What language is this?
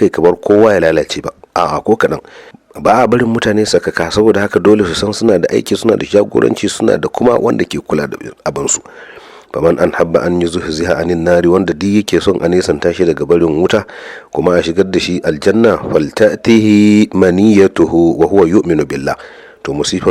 Hausa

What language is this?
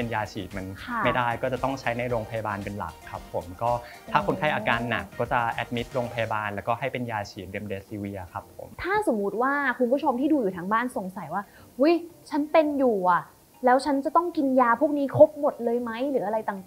Thai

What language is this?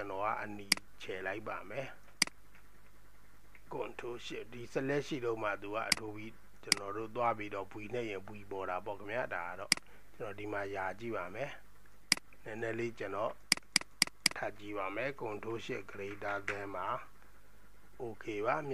Burmese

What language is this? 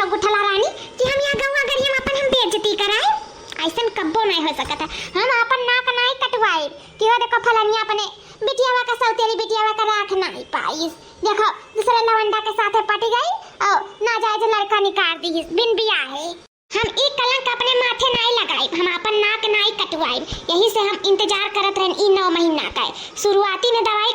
Awadhi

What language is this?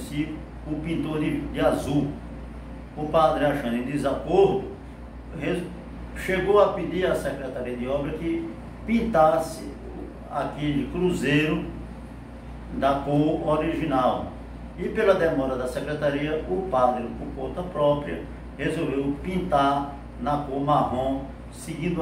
Portuguese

